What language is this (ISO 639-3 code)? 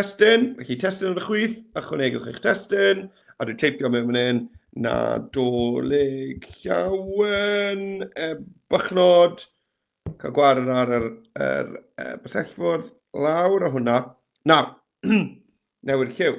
cym